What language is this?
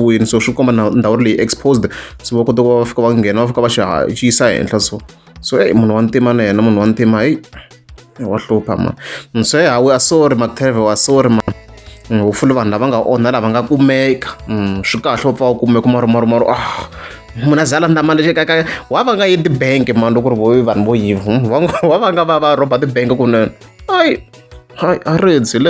Tsonga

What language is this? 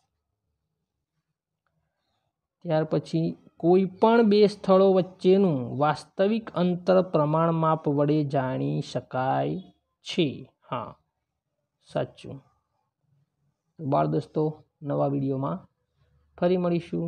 Gujarati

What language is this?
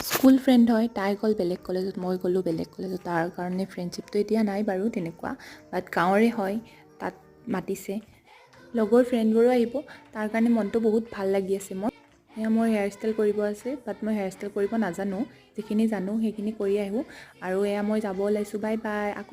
Assamese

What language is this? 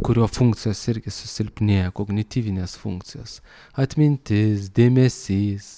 Lithuanian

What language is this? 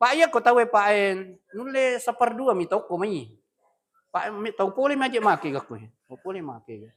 Buginese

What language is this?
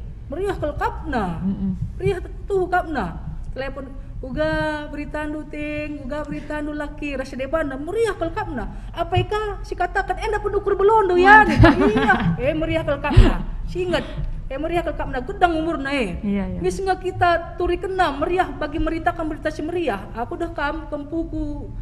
Batak Karo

